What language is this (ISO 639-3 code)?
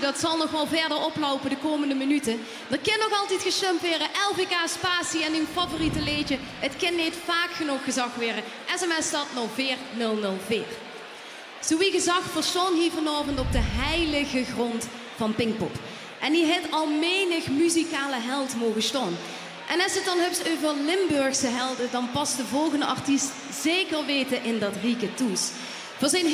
lim